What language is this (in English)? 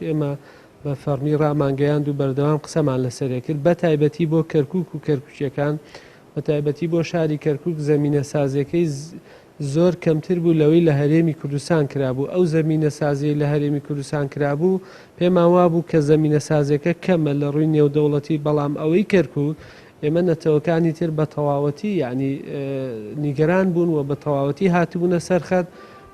Central Kurdish